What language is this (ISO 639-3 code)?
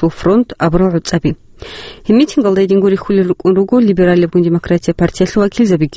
ava